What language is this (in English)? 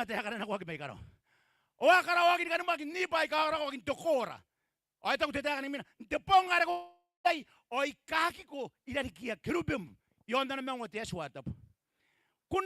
Gilbertese